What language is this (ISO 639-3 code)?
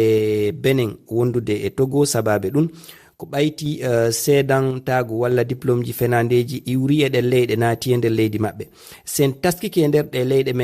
ful